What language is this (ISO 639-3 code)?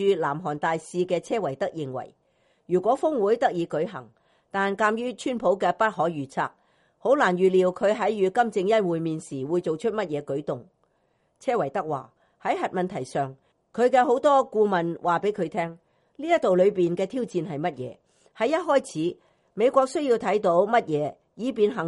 yue